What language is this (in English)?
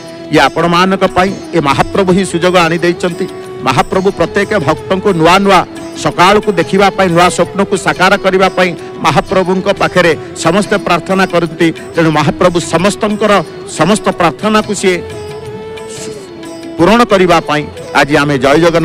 Odia